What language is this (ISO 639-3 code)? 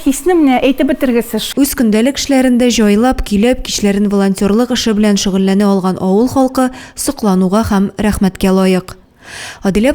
tat